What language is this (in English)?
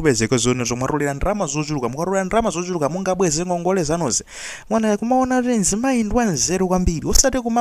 Nyanja